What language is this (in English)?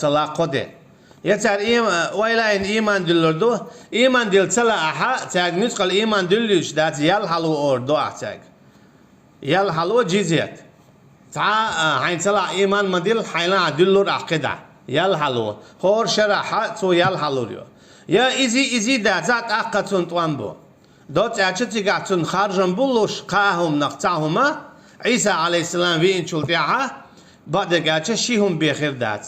Chechen